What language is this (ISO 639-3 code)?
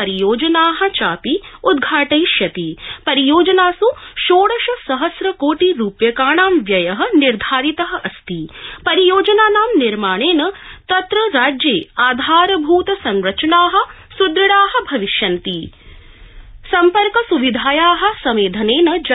san